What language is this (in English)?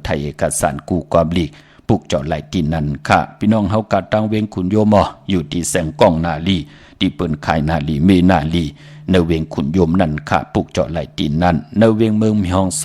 Shan